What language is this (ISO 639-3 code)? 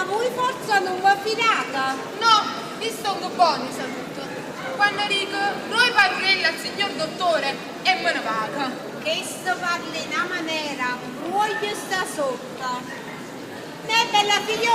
nap